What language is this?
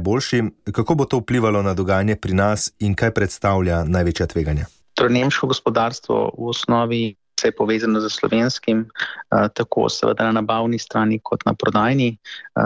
Slovenian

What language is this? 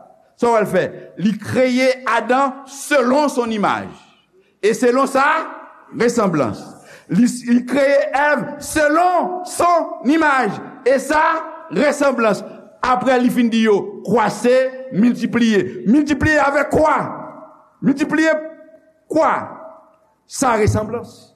Haitian Creole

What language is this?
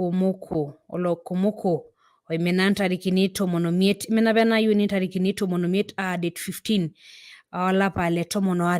Masai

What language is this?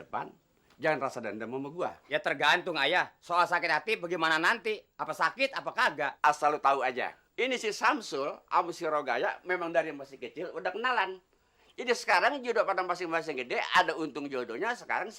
Betawi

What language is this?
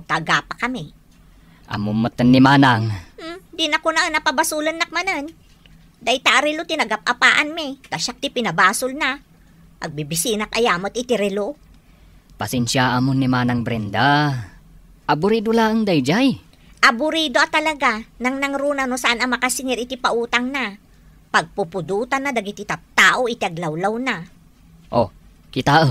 Iloko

